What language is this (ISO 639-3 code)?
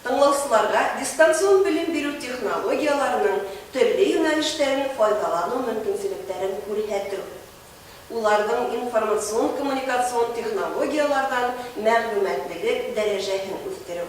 bak